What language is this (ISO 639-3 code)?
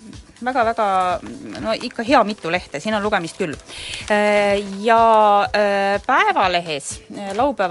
est